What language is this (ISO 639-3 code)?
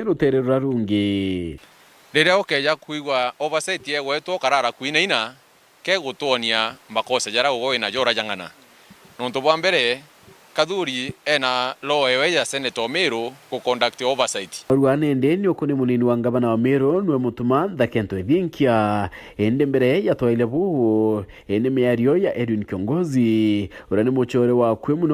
mer